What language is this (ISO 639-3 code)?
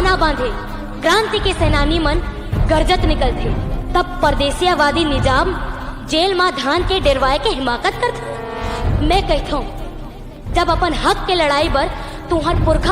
hne